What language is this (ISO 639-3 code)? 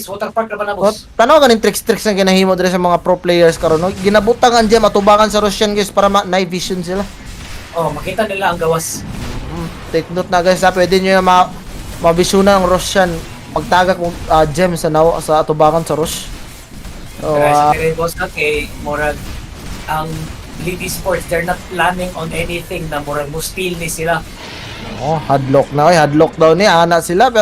ceb